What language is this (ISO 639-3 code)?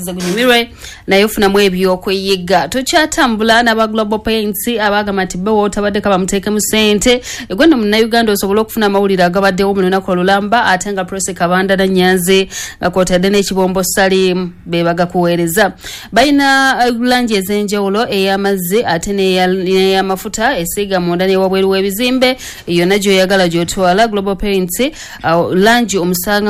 lug